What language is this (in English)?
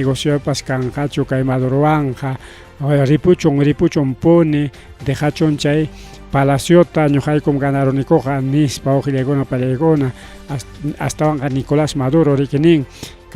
Ayacucho Quechua